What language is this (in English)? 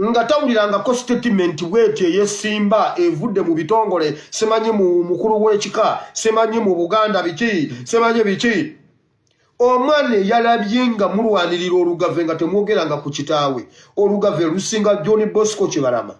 Ganda